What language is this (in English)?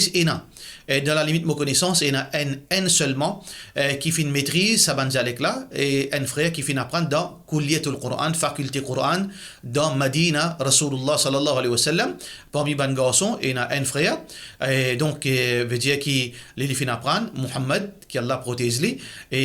Morisyen